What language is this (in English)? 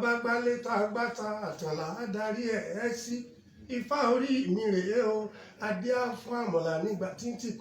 Yoruba